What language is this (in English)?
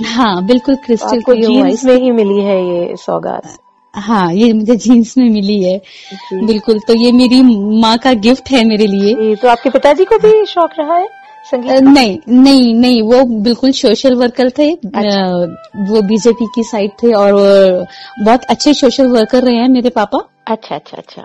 Hindi